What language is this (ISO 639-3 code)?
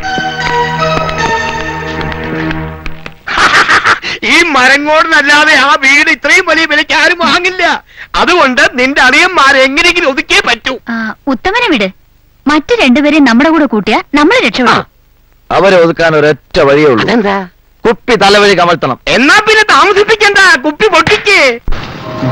mal